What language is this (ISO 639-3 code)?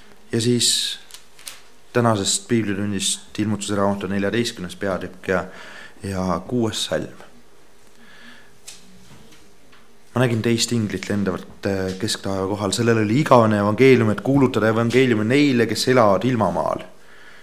est